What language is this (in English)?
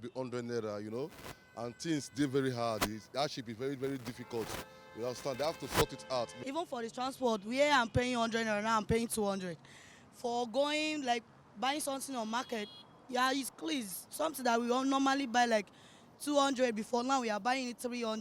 Nigerian Pidgin